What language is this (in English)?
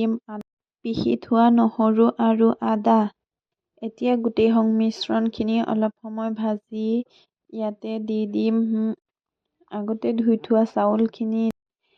Assamese